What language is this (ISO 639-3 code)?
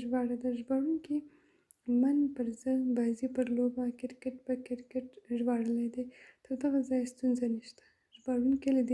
pus